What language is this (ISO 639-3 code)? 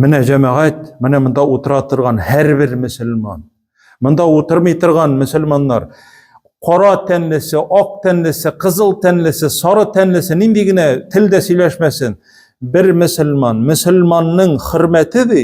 tat